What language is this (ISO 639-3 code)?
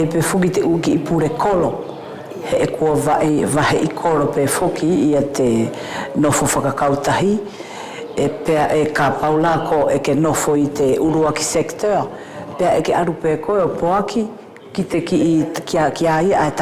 wls